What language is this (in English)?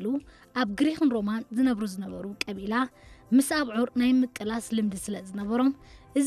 Tigrinya